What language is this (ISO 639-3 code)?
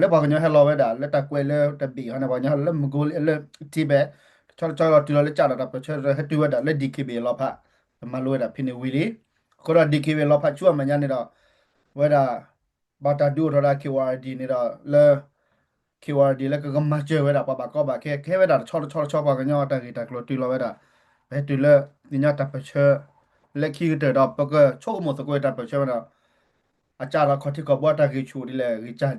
ksw